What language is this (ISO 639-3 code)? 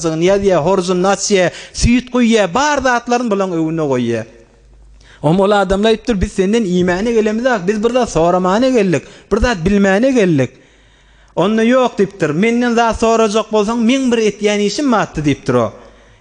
tuk